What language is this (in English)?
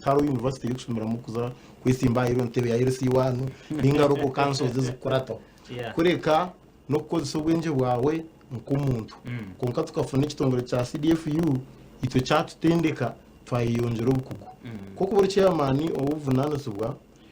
Nyankole